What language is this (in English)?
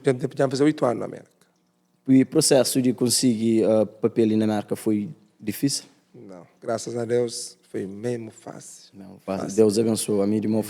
Kabuverdianu